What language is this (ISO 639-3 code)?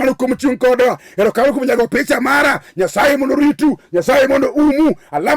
luo